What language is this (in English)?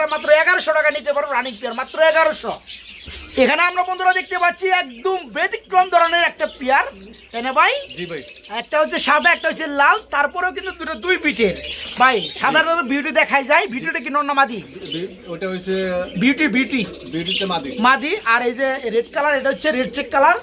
Bangla